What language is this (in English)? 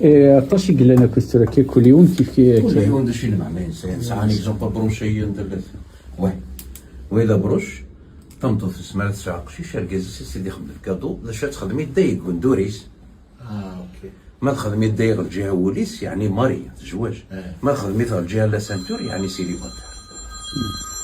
Kabyle